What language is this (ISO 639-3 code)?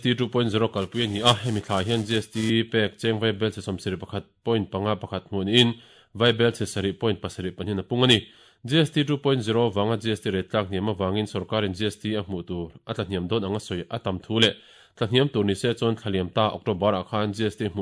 lus